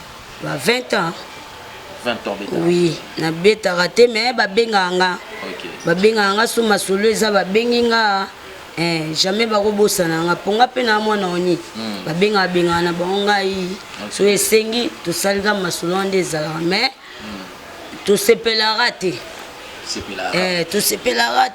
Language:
Lingala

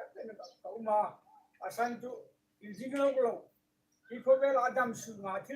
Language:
Hmar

